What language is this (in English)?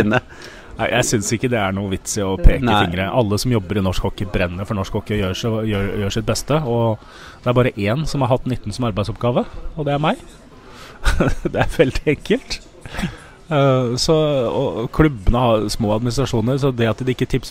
Norwegian